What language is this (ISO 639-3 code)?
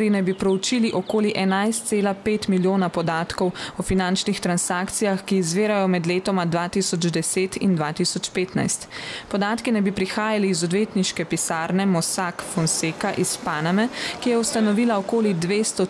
slv